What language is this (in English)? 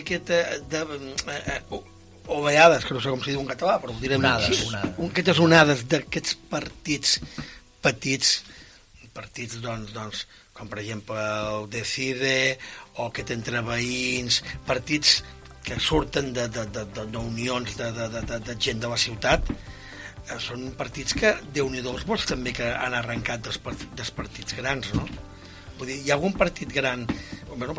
Catalan